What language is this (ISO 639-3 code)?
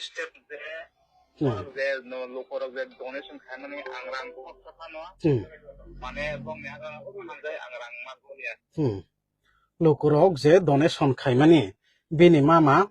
trp